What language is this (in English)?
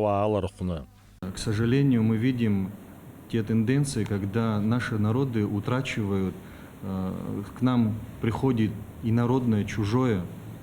Abkhazian